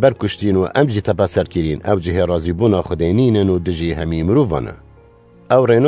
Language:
Kurdish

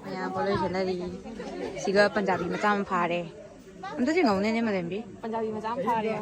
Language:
Manipuri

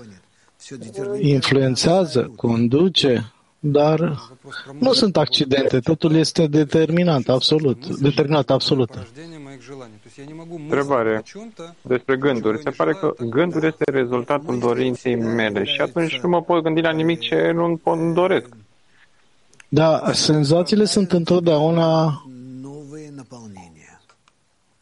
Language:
Romanian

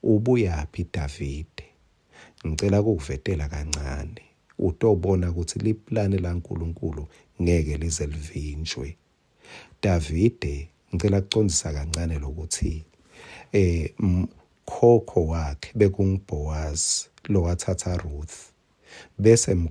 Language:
Swati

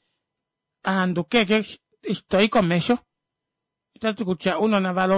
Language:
Kuanyama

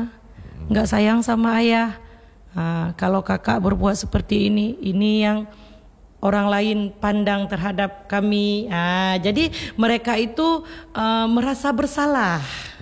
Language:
Indonesian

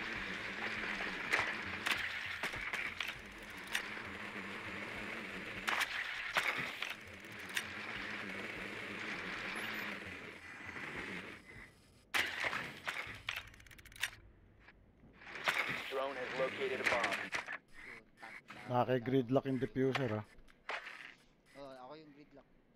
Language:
Filipino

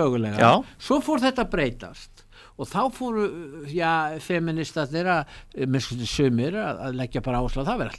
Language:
Icelandic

